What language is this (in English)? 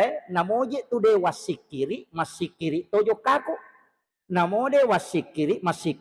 Buginese